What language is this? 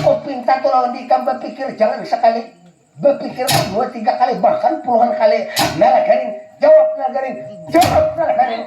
Banjar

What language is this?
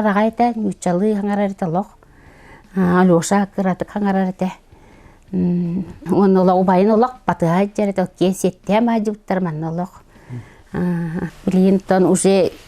Yakut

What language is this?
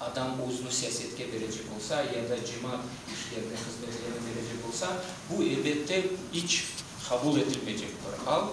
Crimean Tatar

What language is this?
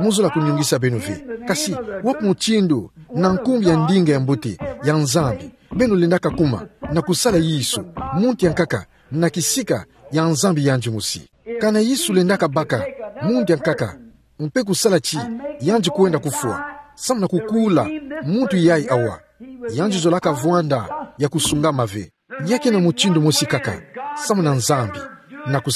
Kituba (Democratic Republic of Congo)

